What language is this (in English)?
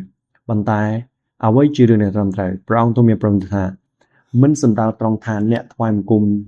Khmer